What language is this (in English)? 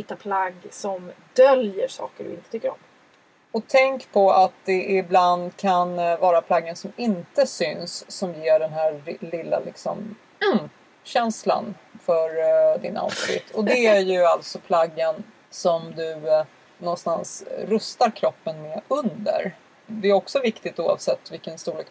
Swedish